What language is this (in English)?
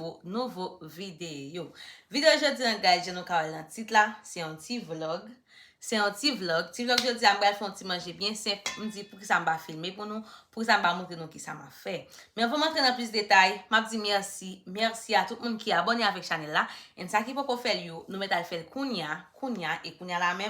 Haitian Creole